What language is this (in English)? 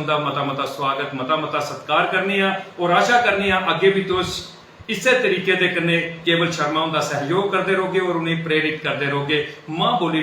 Dogri